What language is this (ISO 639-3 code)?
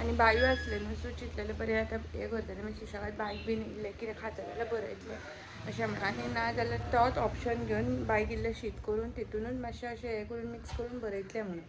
kok